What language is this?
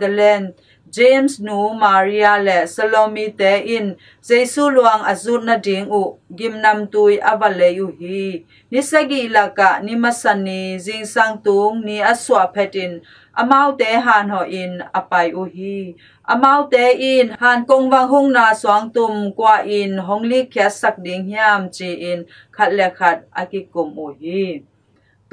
Tedim Chin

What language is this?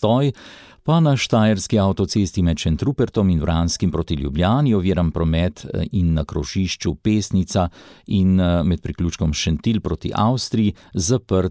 Slovenian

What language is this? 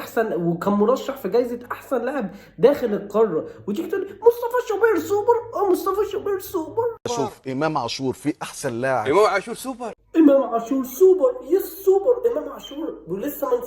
Egyptian Arabic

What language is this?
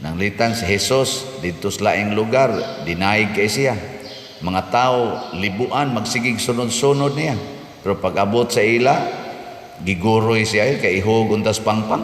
Cebuano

